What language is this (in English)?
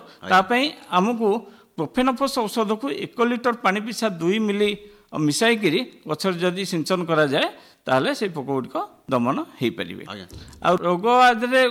Odia